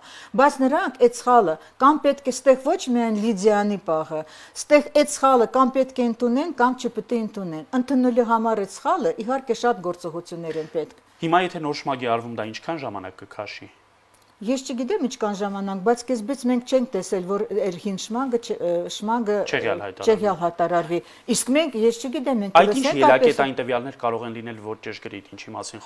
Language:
Armenian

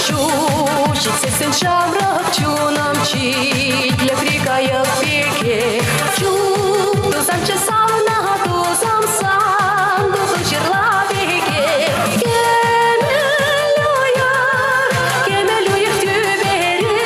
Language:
Chuvash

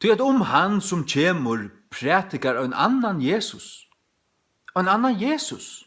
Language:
Faroese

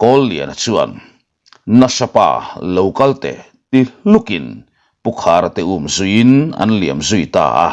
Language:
Mizo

